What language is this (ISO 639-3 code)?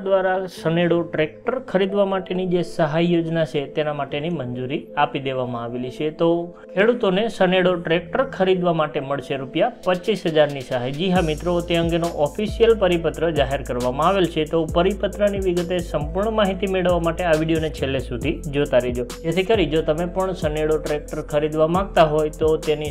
guj